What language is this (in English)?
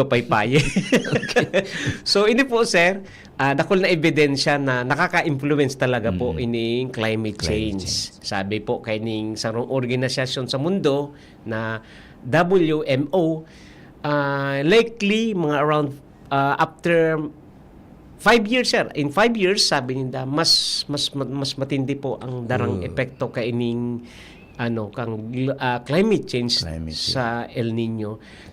Bikol